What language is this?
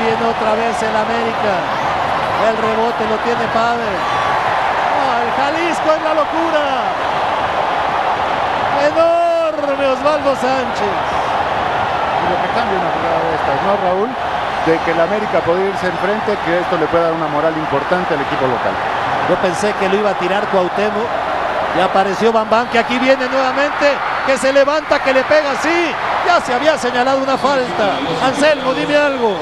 Spanish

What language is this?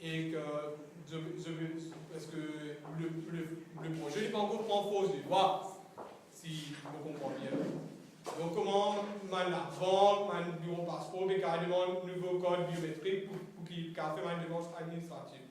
Morisyen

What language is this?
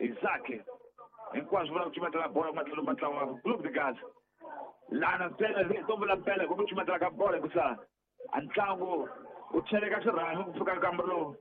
Tsonga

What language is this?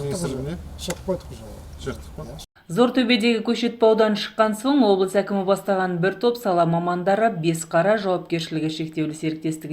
Kazakh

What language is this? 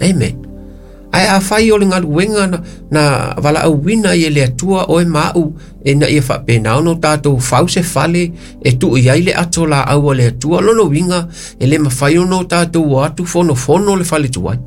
Samoan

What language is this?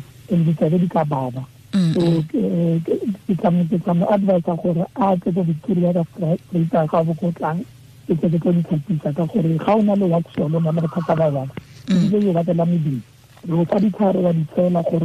Tswana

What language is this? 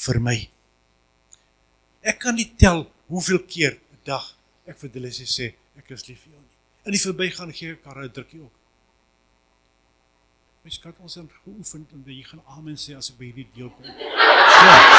Afrikaans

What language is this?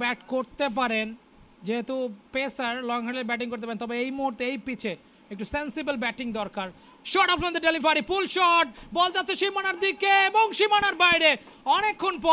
Bangla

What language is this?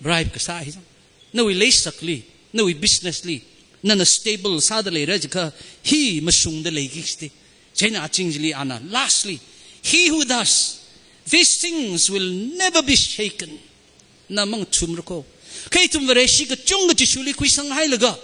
Tangkhul Naga (India)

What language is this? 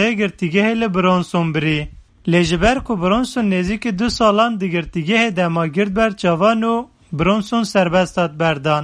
Kurdish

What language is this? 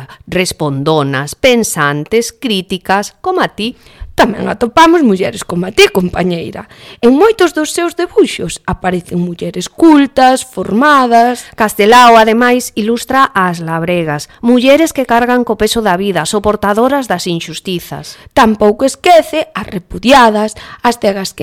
Galician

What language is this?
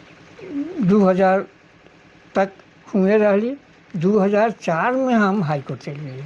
Sadri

